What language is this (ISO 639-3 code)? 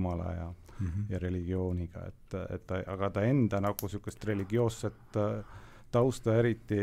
est